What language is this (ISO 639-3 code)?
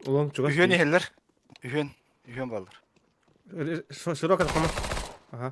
sah